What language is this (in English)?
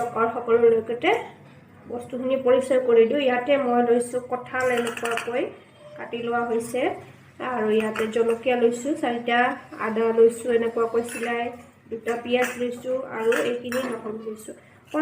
Assamese